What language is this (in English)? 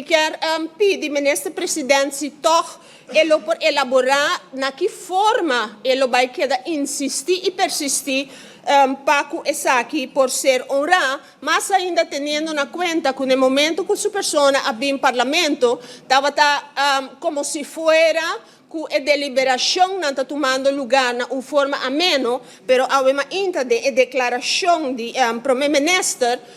Papiamento